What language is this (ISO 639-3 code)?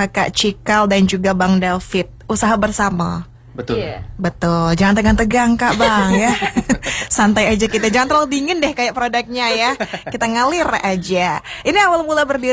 ind